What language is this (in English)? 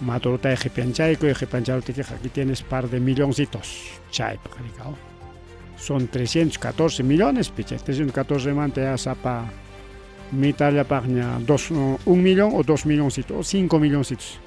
Ayacucho Quechua